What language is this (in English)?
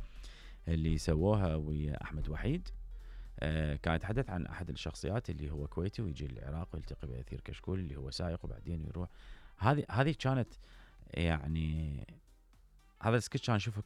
Mesopotamian Arabic